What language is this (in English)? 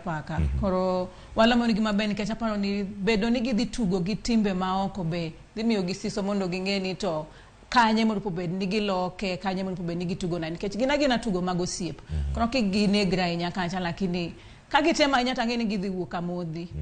Luo (Kenya and Tanzania)